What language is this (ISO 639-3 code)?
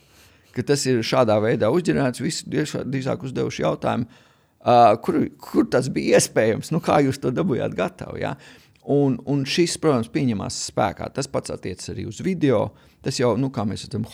lav